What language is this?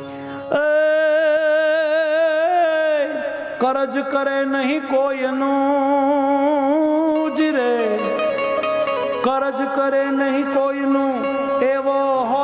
Gujarati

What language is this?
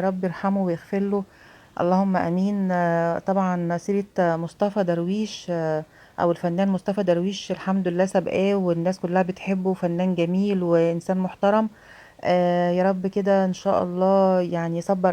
Egyptian Arabic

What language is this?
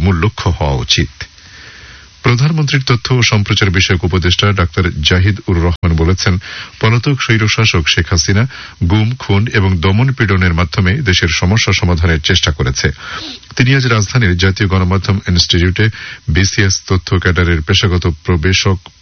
Bangla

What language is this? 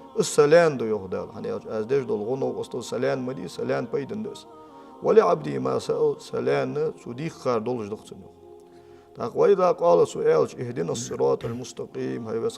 Ingush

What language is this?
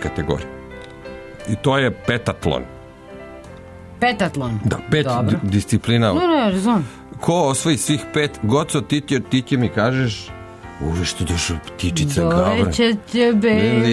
Serbian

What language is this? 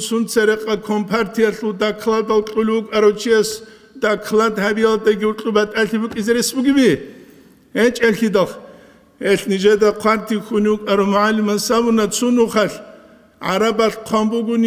Avaric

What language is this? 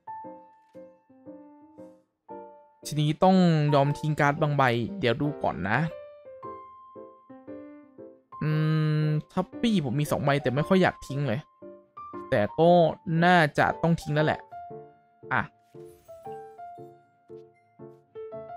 Thai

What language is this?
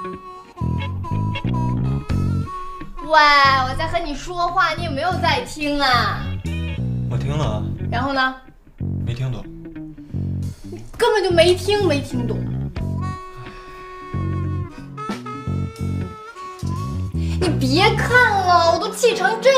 Chinese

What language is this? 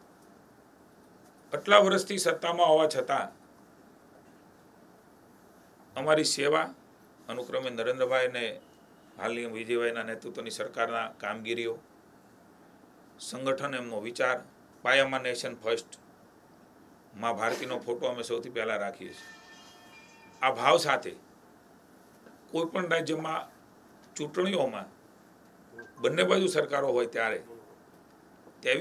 Gujarati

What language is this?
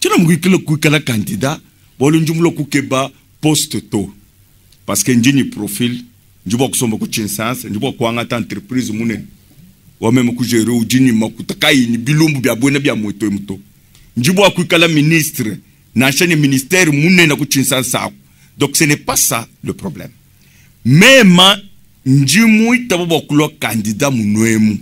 Luba-Lulua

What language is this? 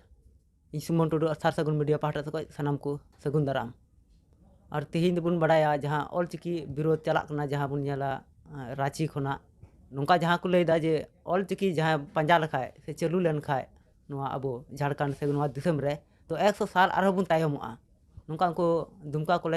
Santali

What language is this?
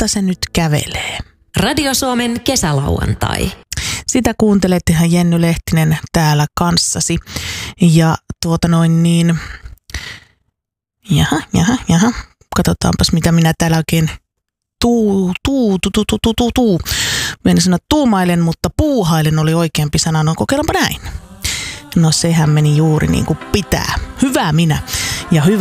Finnish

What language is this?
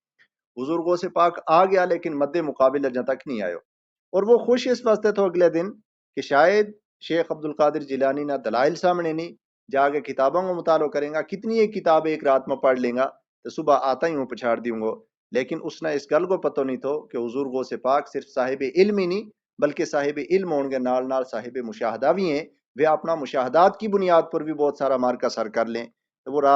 Gujari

